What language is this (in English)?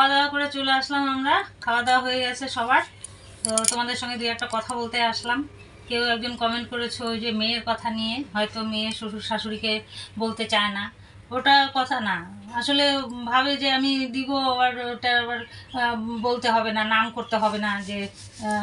Bangla